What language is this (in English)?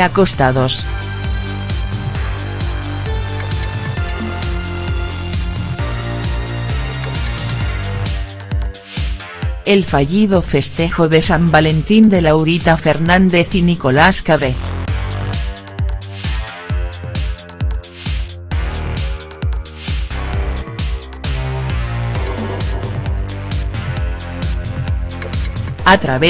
Spanish